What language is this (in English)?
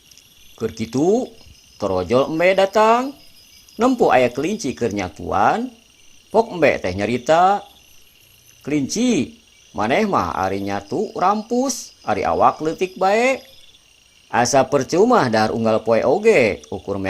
Sundanese